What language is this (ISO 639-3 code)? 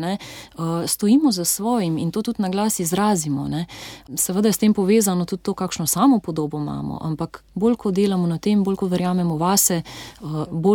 slv